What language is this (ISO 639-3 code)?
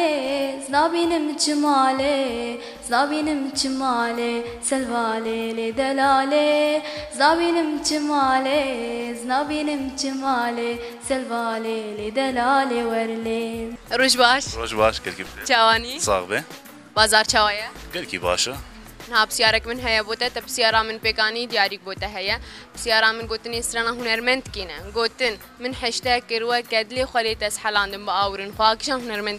kur